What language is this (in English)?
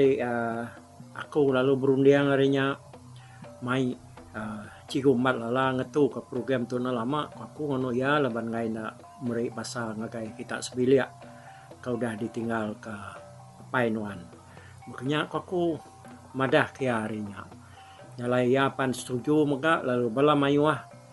Iban